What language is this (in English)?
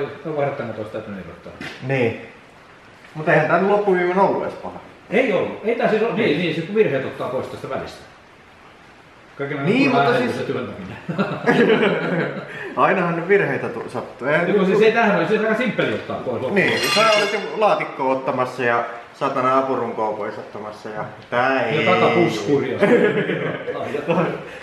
Finnish